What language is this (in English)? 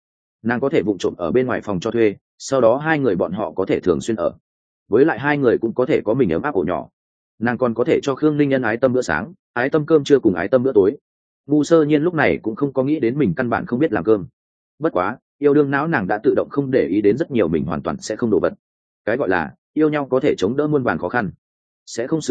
Vietnamese